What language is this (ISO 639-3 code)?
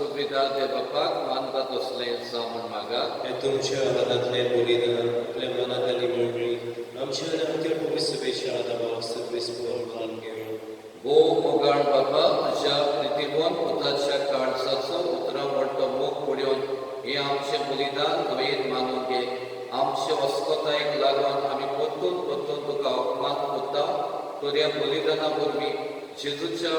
kok